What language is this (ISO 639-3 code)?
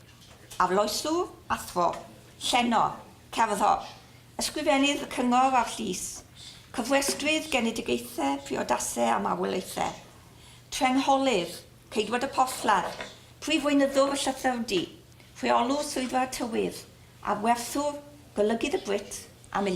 cym